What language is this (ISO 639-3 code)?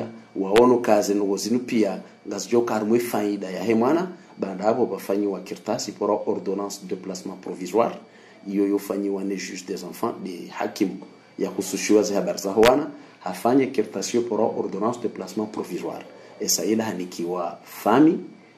zdj